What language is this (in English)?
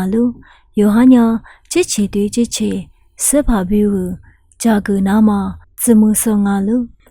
Lisu